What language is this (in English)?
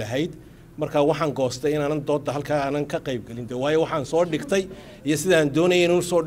Somali